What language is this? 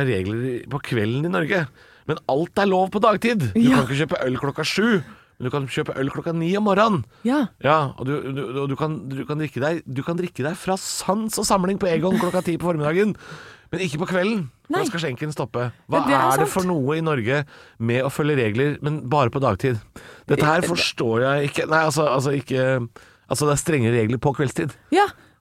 Norwegian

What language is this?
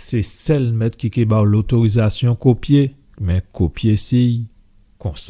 Guadeloupean Creole French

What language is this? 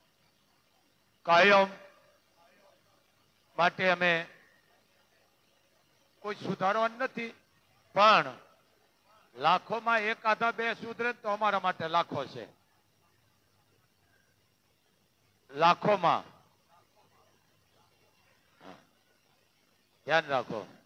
Gujarati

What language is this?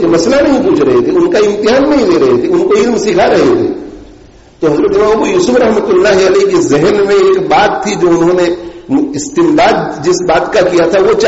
Urdu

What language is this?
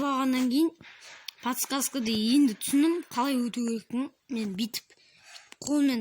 Kazakh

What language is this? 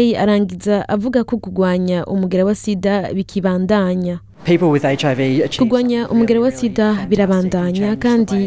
Rundi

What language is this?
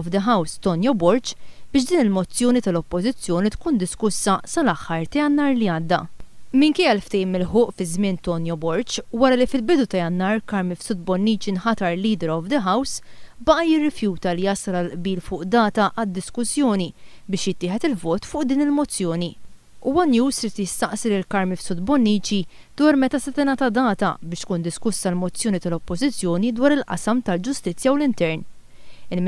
Maltese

